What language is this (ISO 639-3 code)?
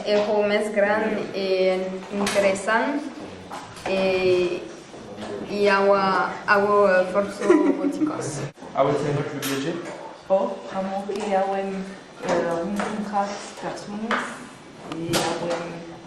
oci